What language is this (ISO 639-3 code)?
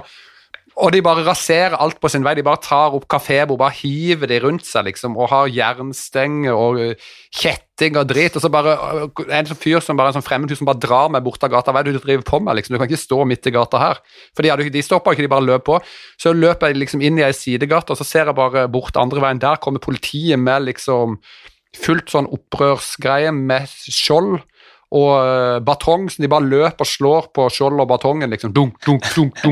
nor